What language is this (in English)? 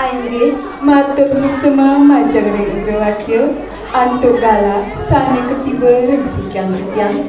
Balinese